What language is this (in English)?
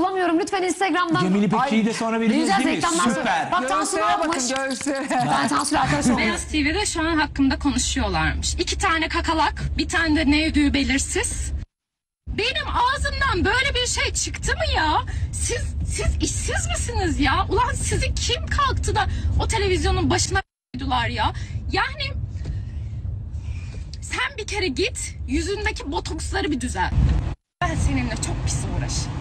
Turkish